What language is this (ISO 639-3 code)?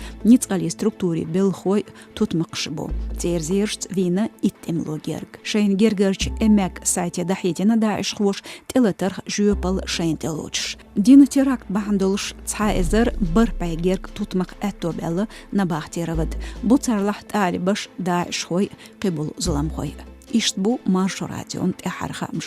che